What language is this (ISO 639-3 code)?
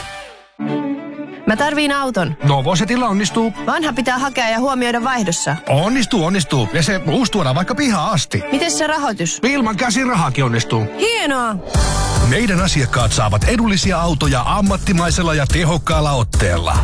fin